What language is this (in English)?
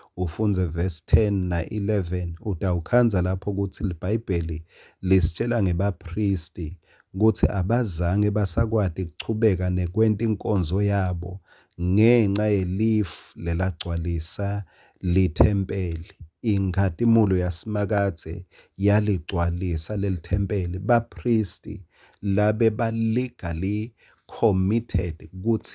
Swati